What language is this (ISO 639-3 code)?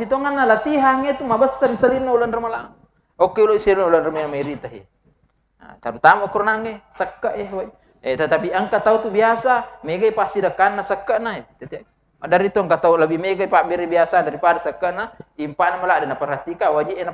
bug